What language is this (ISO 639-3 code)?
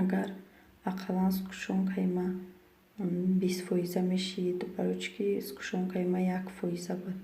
tgk